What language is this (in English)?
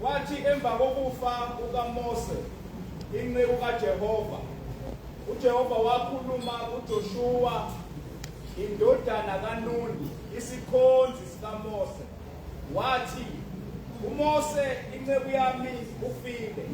Zulu